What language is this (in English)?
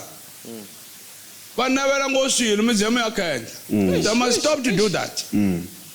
Tsonga